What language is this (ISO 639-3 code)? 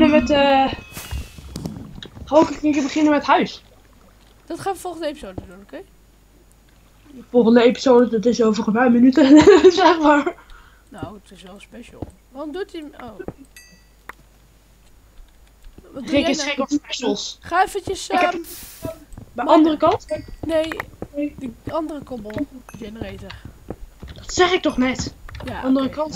nld